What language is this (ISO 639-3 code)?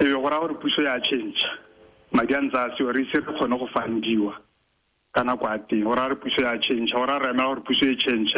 tsn